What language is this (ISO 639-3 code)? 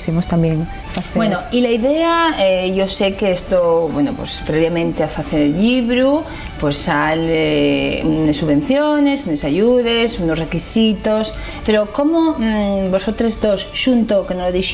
ast